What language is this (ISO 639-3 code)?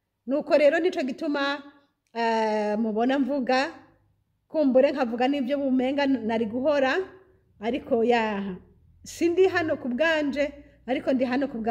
run